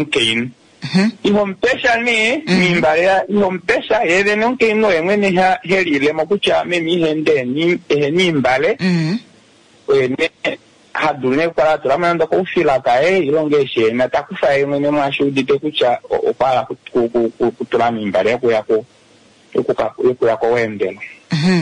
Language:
Kuanyama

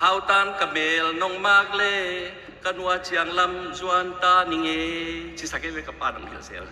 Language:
Tedim Chin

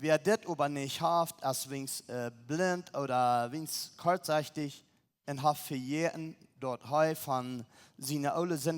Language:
Plautdietsch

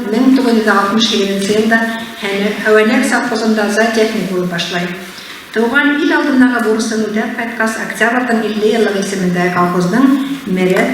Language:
Bashkir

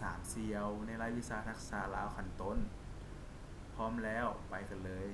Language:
Lao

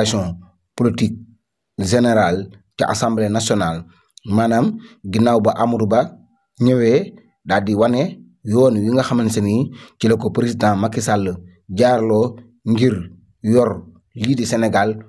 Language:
Wolof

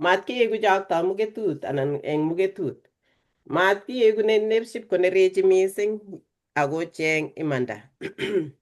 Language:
Kalenjin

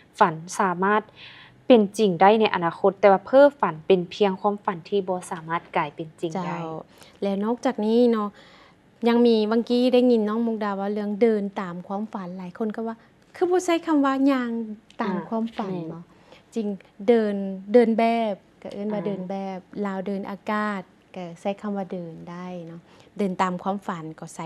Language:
Lao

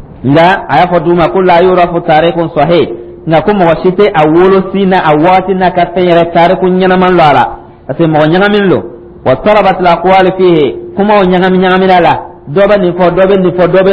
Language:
Dyula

